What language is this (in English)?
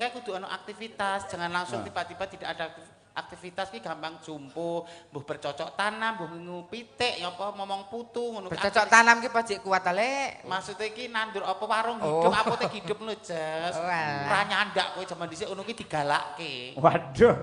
Javanese